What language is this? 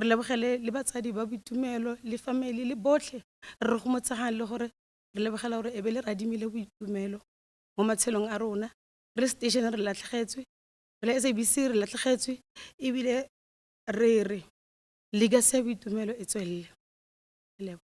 Tswana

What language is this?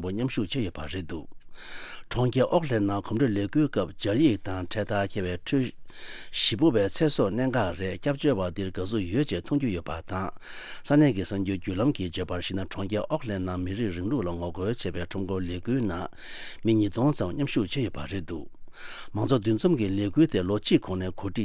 Tibetan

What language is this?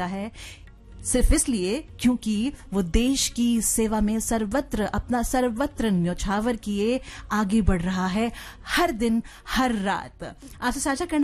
Hindi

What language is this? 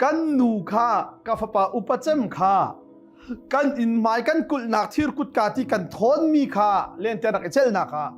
Hakha Chin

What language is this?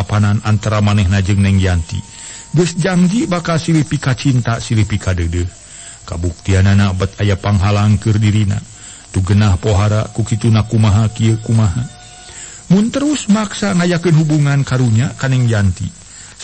Sundanese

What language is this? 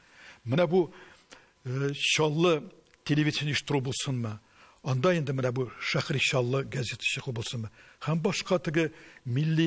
Tatar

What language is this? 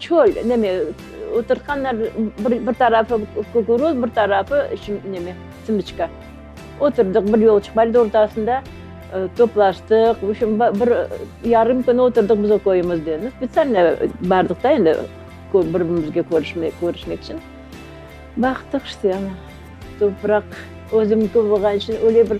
Crimean Tatar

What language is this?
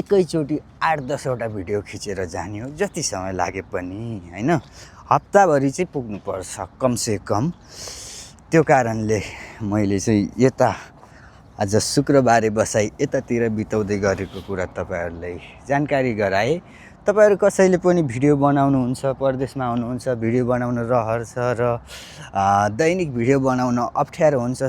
Nepali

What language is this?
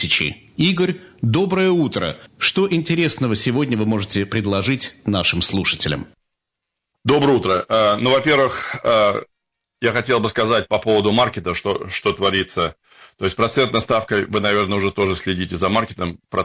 Russian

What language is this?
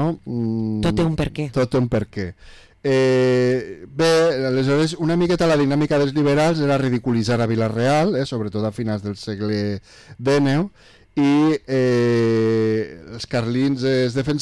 Catalan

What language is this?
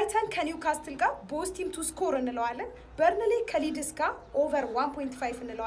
Amharic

